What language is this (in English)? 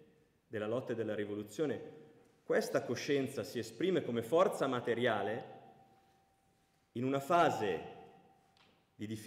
Italian